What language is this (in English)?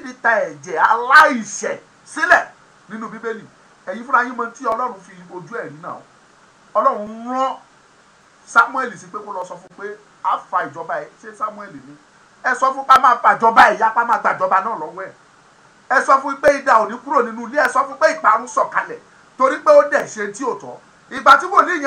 Yoruba